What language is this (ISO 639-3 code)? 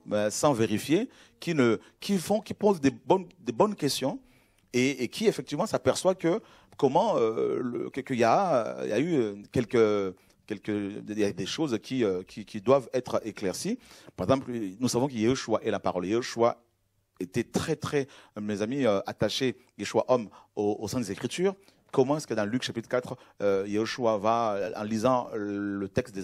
fra